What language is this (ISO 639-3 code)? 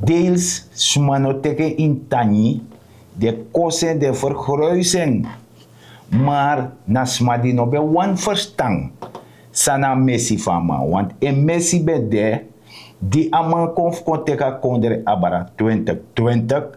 srn